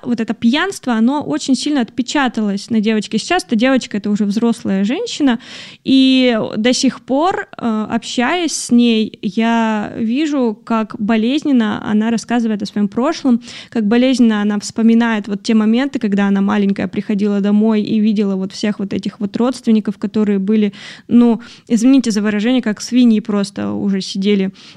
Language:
Russian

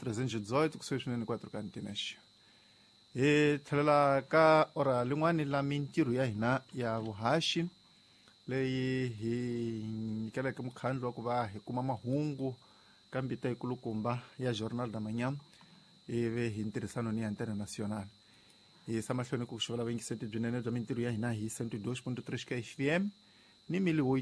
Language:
Tsonga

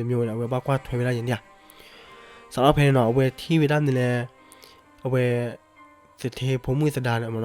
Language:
S'gaw Karen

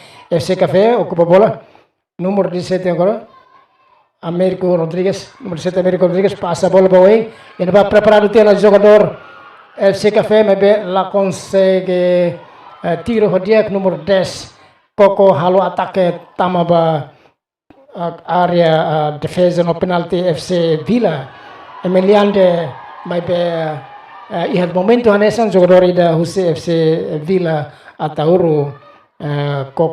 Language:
Tetum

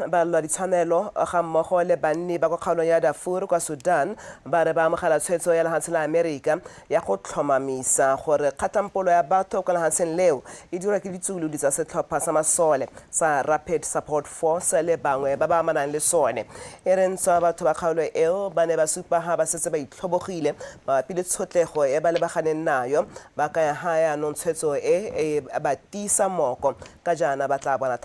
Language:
Tswana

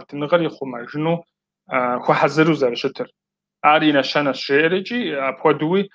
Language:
Kabardian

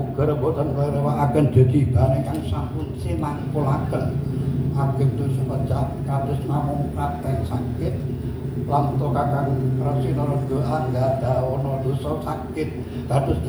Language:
Javanese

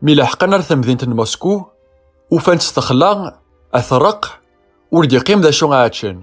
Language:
Kabyle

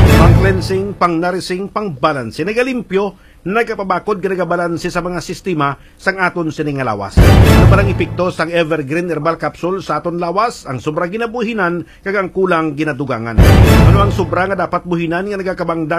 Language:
Hiligaynon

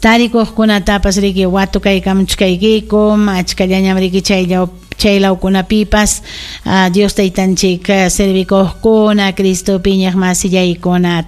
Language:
Ayacucho Quechua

